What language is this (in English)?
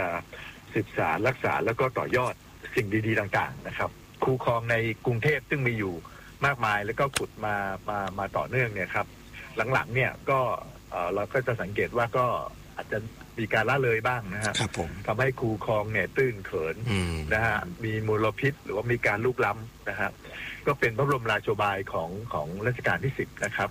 Thai